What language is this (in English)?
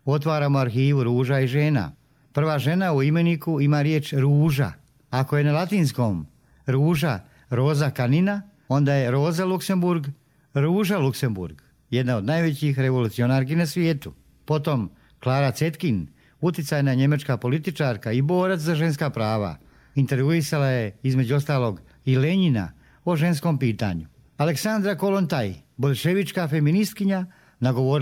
Croatian